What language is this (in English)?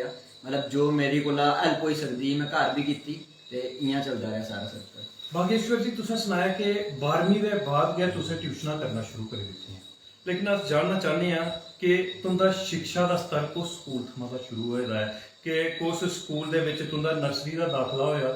Dogri